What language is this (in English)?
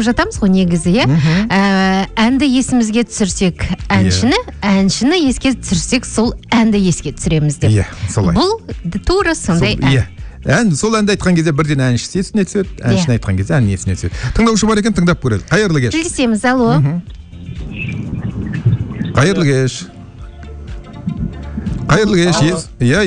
Kazakh